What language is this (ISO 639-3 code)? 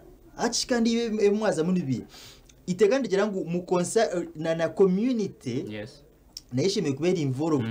nyn